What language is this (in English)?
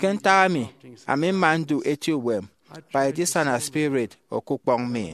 Efik